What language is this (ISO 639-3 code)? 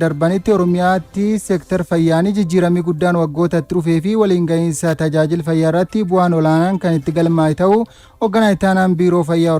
orm